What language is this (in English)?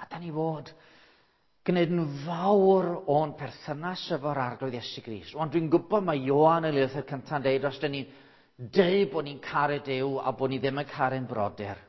Welsh